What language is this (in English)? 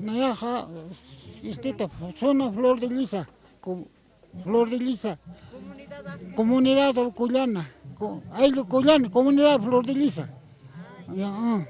Aymara